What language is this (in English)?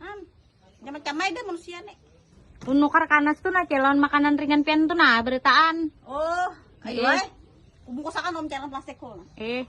Banjar